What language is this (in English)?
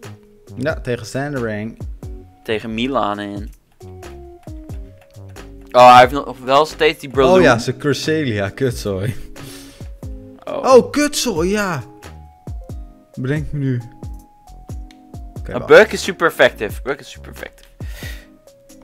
Dutch